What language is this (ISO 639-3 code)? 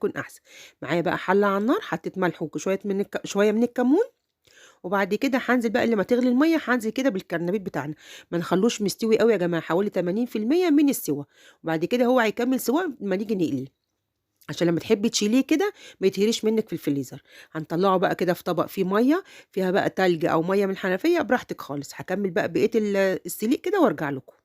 arz